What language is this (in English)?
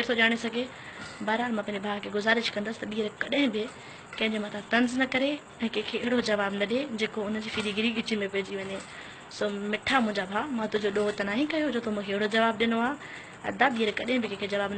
Sindhi